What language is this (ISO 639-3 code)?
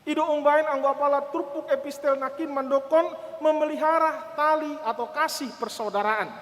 bbc